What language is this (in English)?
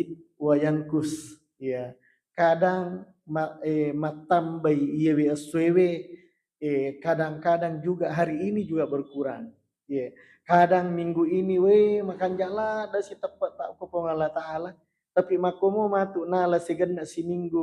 Buginese